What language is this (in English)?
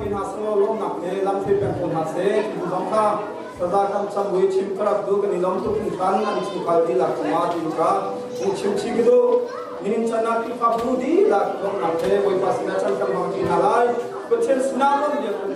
Hakha Chin